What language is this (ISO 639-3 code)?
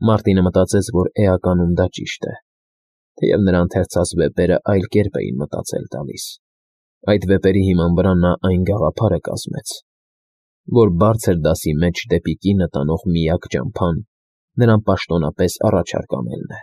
hye